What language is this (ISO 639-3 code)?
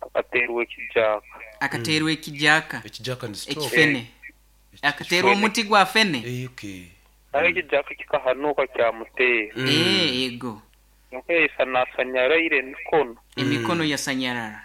nyo